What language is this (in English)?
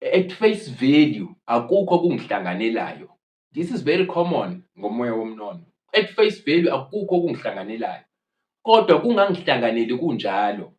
Zulu